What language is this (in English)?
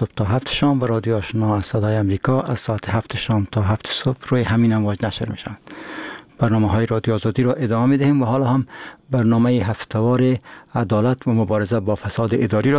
Persian